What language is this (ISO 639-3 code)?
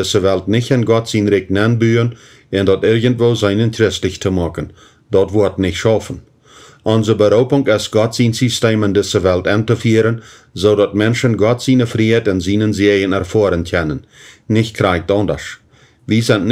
pdt